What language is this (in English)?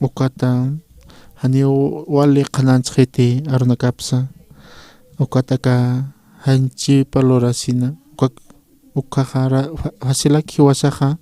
Aymara